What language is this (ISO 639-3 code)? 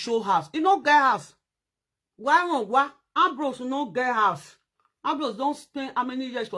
pcm